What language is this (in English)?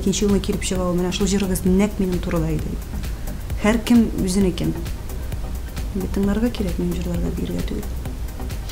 Tatar